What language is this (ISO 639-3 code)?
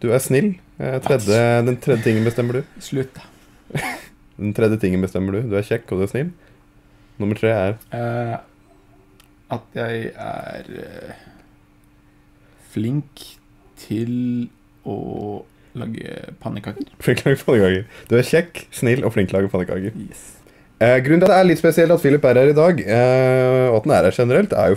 nor